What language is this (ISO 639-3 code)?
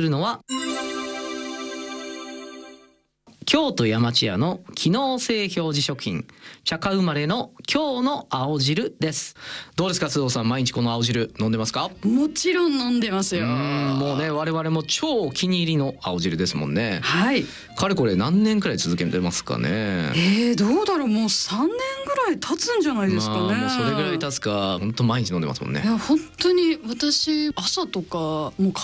jpn